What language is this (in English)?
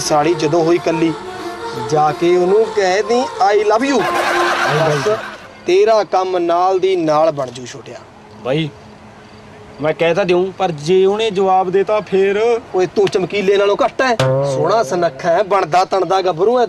Punjabi